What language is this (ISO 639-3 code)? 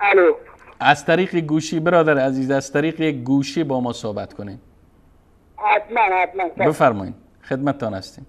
fas